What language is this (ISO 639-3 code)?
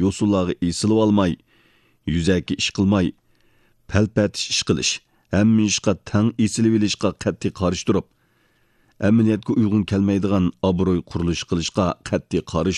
uig